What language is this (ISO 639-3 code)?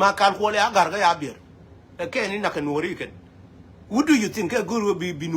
nus